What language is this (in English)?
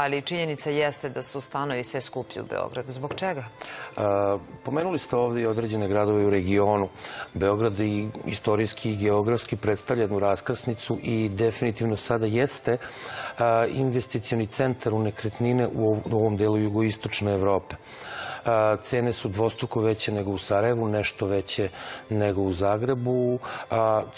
Serbian